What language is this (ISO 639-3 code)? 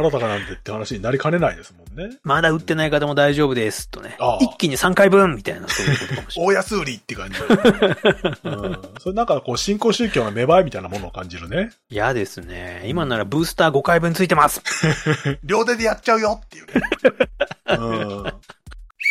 jpn